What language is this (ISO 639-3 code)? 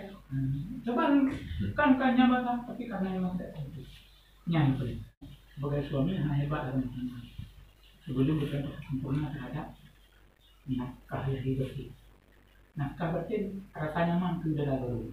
ace